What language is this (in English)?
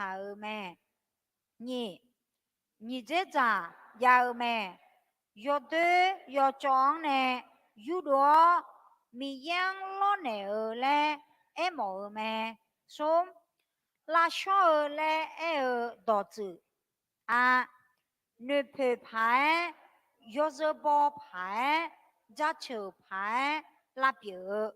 Akha